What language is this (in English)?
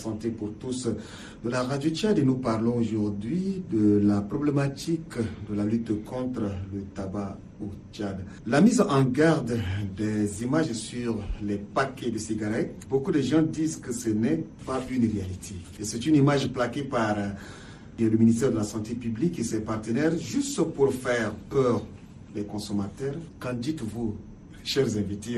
French